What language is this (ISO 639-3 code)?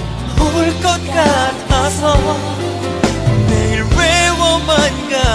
kor